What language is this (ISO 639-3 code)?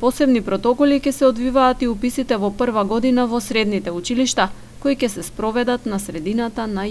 mkd